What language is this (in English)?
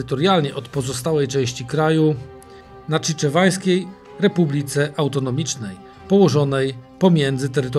Polish